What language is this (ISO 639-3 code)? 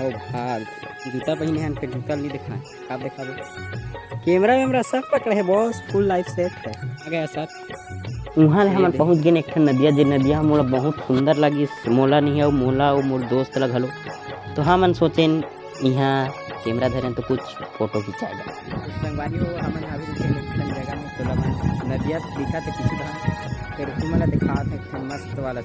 hne